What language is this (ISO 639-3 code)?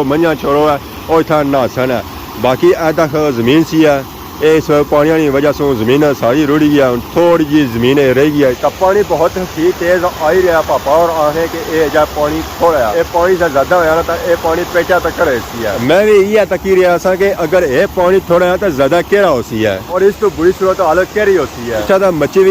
phr